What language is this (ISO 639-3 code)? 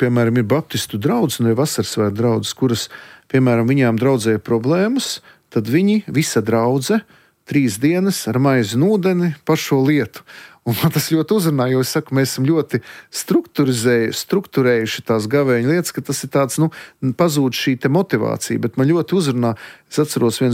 lav